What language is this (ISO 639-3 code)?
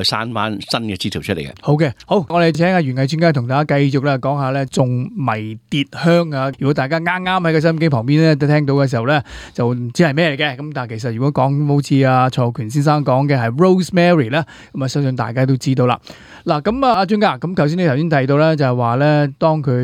yue